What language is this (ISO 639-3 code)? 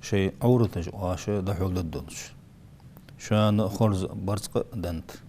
inh